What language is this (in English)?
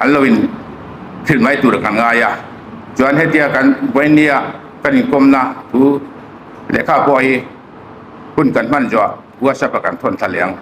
Hmar